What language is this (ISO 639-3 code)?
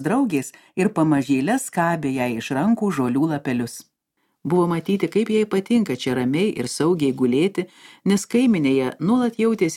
lit